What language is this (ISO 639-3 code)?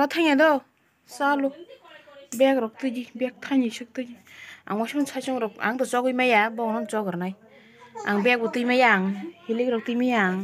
trp